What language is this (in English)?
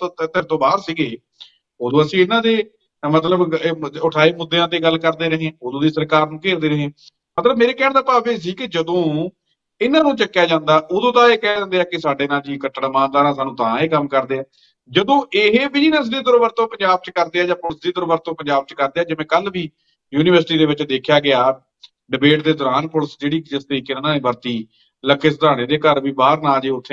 Punjabi